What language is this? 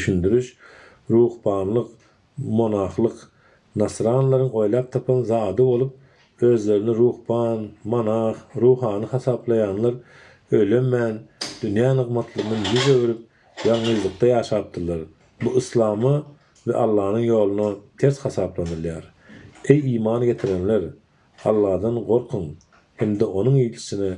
Turkmen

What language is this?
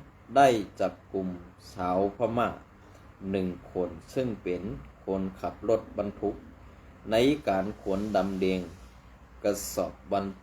Shan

